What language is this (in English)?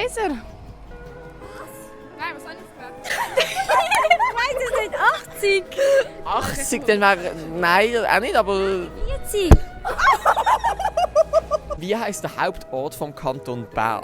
Swiss German